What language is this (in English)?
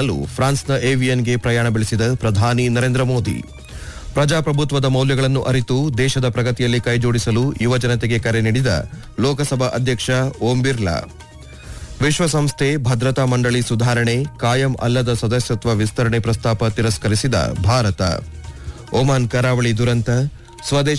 Kannada